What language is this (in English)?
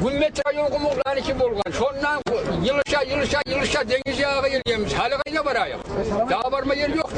Kumyk